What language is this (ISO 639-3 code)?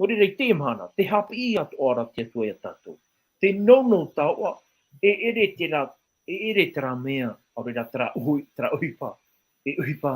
tah